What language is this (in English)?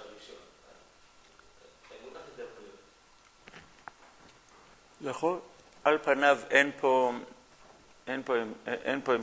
Hebrew